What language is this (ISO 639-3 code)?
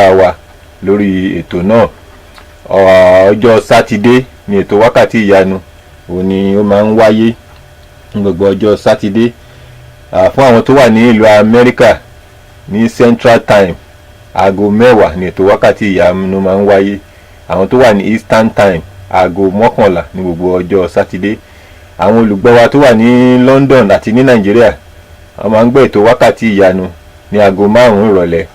yor